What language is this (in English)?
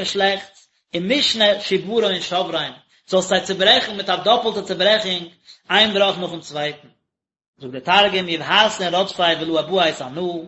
Yiddish